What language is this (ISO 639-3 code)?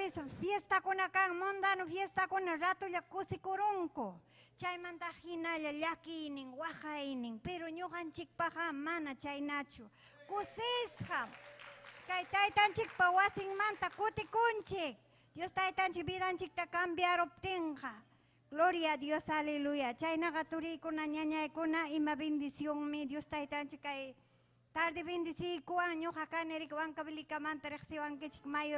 quy